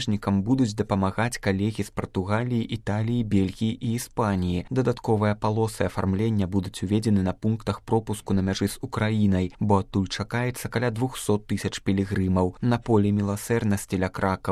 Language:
Belarusian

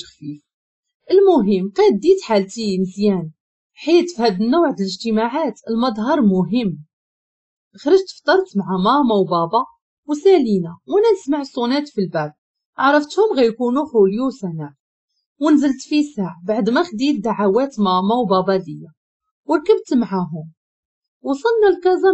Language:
Moroccan Arabic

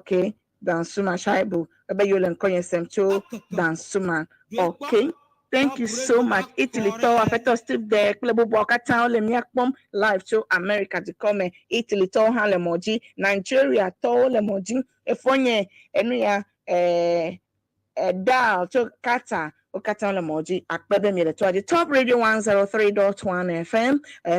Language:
Ewe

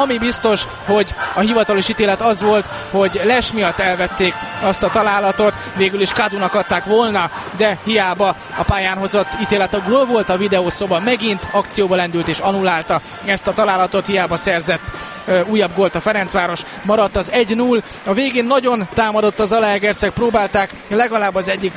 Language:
Hungarian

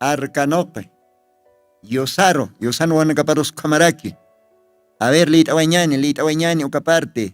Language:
Aymara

